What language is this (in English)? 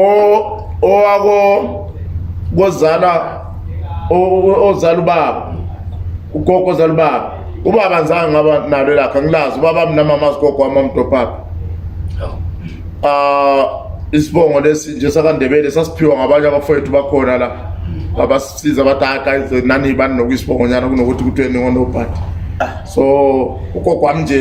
Zulu